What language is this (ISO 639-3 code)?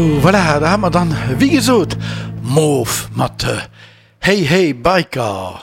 ltz